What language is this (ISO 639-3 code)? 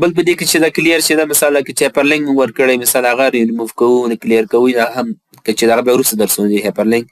pus